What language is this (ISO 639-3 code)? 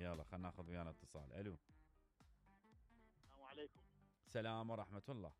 acm